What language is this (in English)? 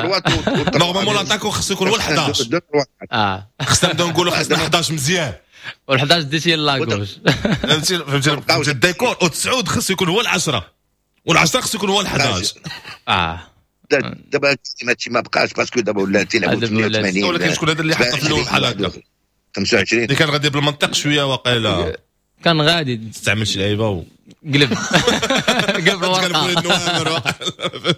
Moroccan Arabic